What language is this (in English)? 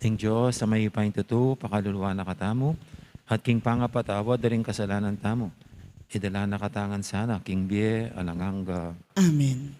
Pampanga